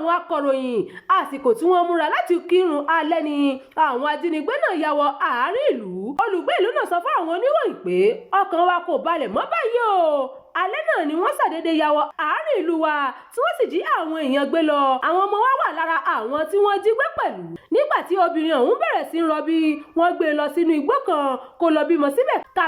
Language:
Yoruba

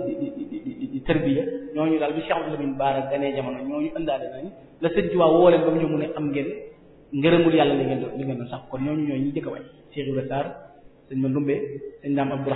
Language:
Wolof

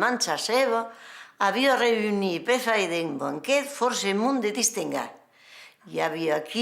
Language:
Occitan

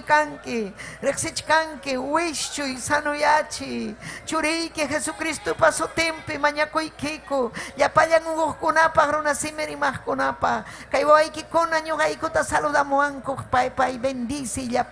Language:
Ayacucho Quechua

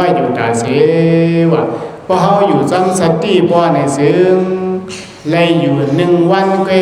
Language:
Shan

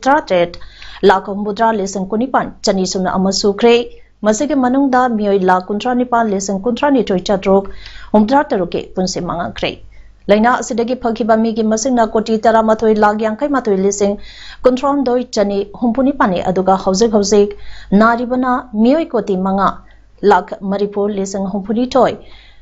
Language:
Manipuri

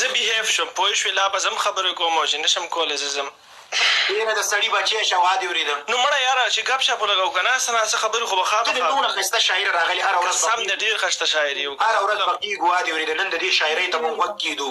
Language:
Pashto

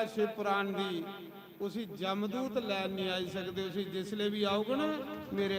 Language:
Dogri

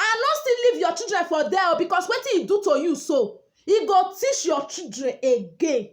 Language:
Nigerian Pidgin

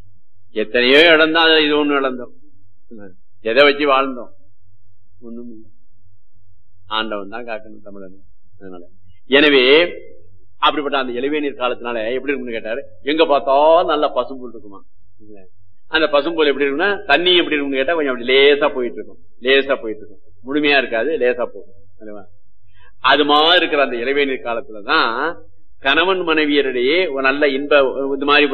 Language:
Tamil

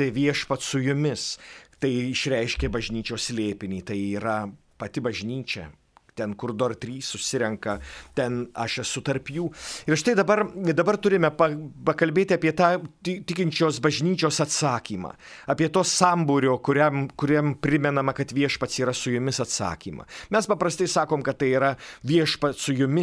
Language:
Lithuanian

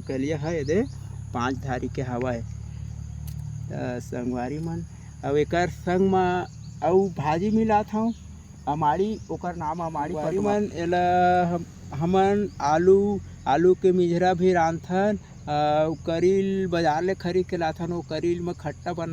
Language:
Chhattisgarhi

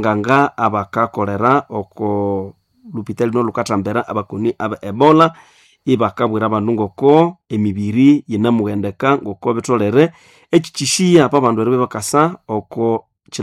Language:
Nande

